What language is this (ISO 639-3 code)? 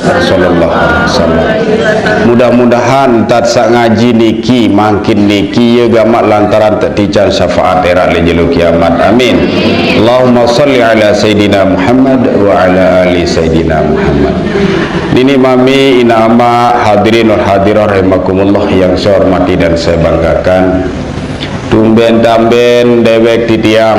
sas